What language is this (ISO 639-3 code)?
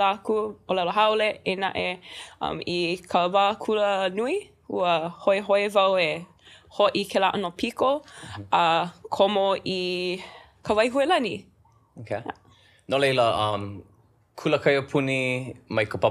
haw